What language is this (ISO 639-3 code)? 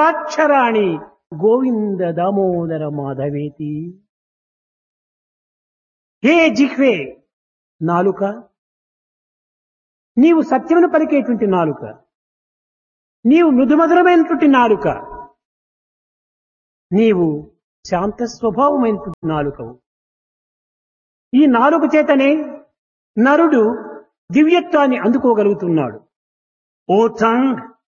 tel